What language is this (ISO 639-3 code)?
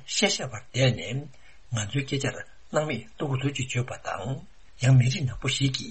bod